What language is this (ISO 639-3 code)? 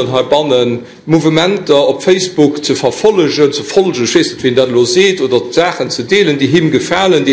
ltz